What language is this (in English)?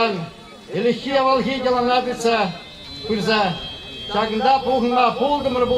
Chuvash